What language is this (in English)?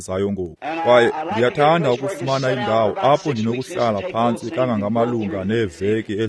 Xhosa